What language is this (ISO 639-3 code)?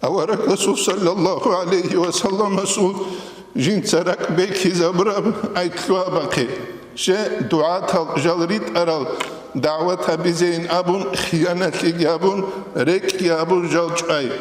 ava